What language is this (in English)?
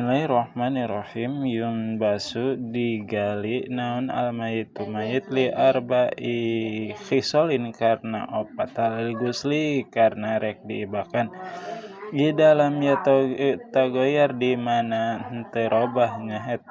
Sundanese